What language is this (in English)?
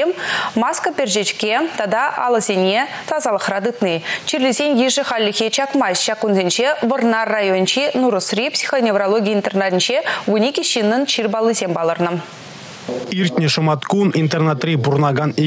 Chuvash